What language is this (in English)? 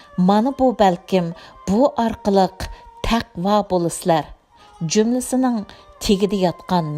Uyghur